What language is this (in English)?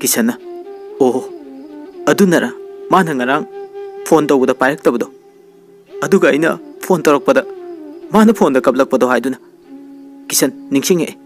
Manipuri